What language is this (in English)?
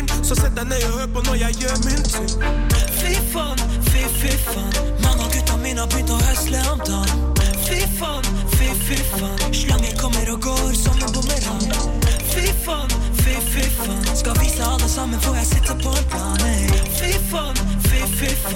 Norwegian